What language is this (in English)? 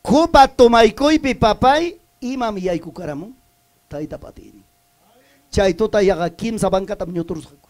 Ayacucho Quechua